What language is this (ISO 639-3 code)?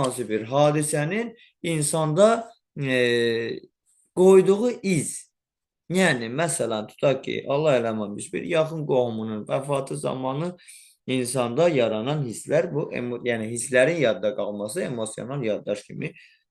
aze